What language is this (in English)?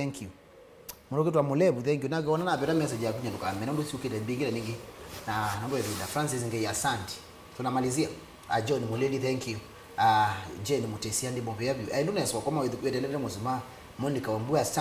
Kamba